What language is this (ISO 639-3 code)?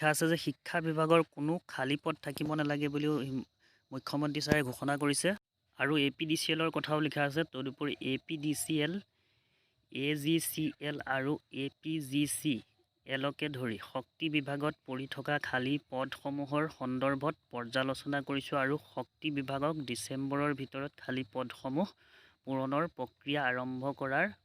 asm